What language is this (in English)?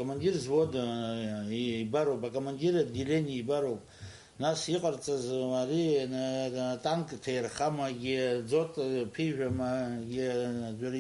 Abkhazian